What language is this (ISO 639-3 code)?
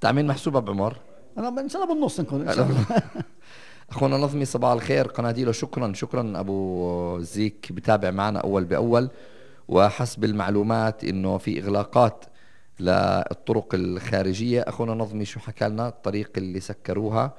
apc